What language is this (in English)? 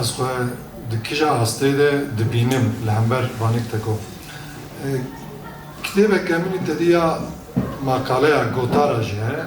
Kurdish